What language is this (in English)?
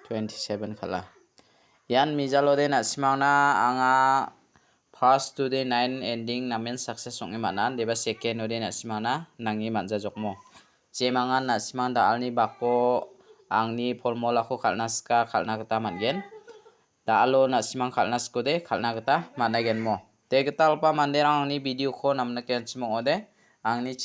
Garo